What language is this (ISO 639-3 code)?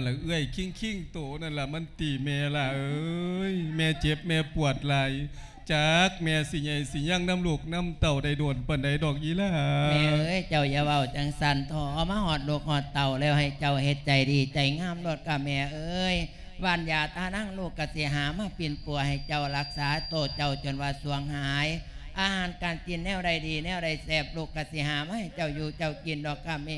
lao